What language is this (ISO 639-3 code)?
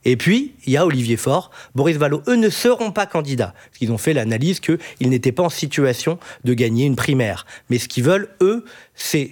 fra